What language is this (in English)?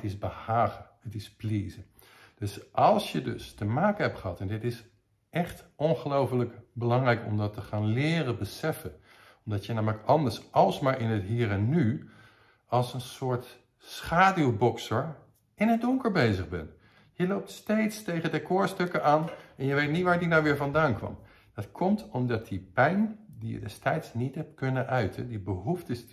Dutch